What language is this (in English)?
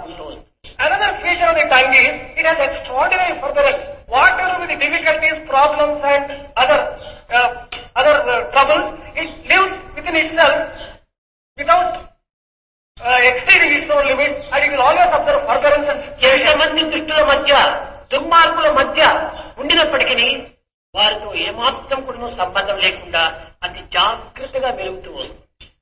Telugu